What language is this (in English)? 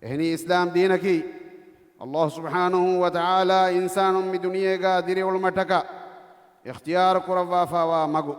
Divehi